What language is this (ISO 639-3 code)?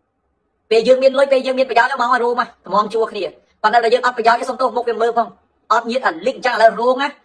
khm